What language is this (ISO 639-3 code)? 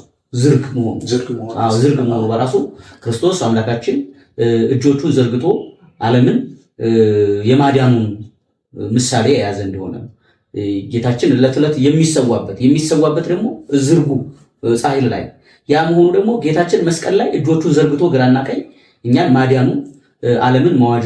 amh